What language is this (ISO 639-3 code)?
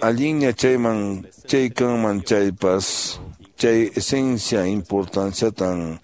que